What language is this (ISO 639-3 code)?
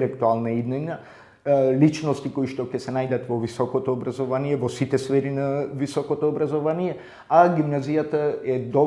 mkd